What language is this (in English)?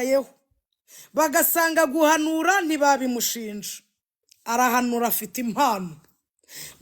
Kinyarwanda